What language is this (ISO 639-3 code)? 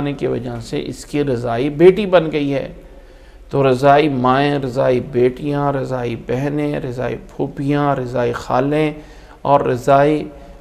urd